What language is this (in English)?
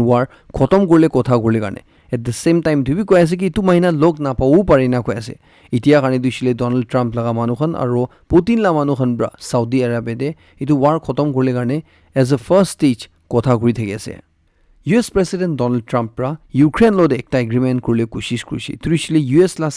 Naga Pidgin